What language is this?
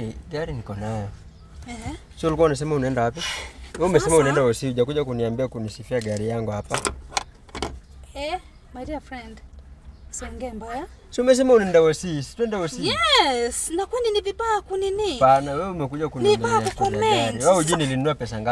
Swahili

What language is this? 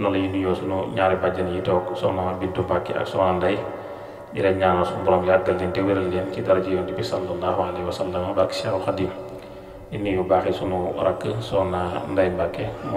Wolof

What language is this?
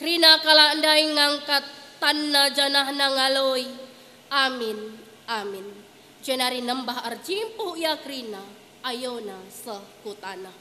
Batak Karo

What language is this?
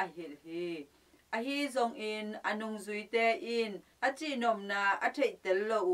Tedim Chin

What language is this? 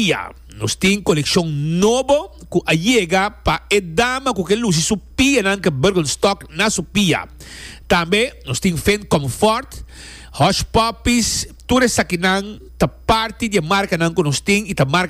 Papiamento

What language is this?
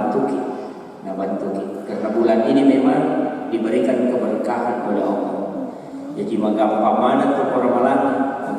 Buginese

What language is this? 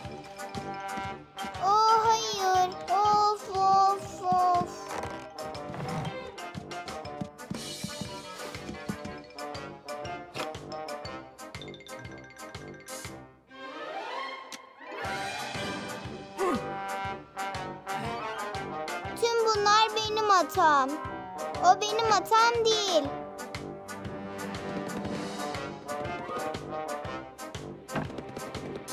Turkish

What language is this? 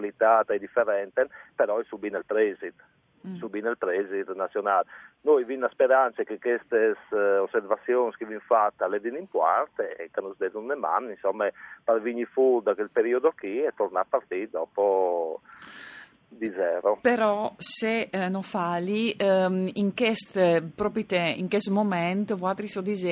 Friulian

